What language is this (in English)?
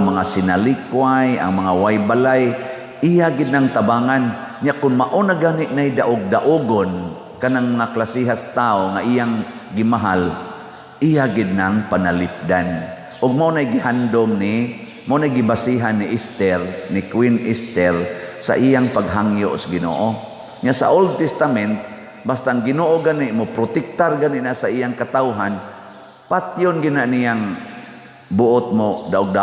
Cebuano